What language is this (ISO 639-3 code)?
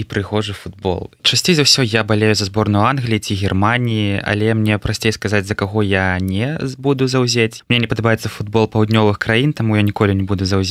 bel